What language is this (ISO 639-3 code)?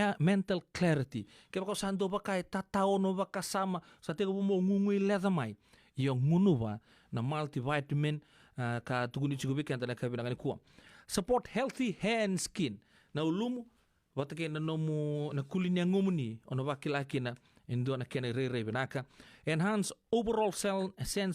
fij